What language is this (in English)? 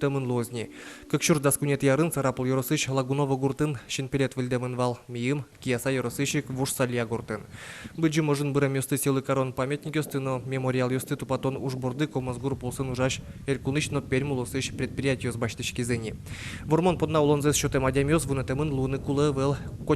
Udmurt